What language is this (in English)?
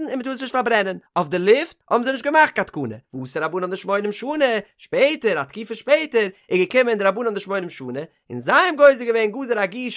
Yiddish